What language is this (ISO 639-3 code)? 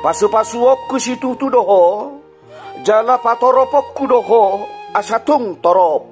bbc